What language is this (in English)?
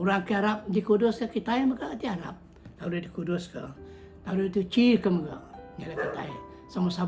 Iban